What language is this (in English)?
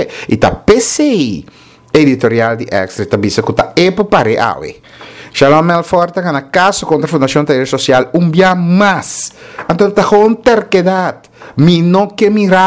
Papiamento